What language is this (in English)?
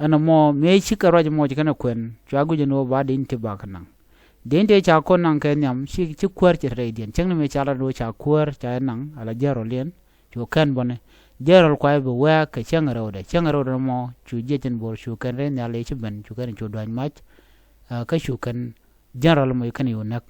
Nuer